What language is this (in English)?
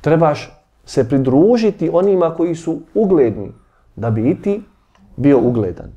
Bosnian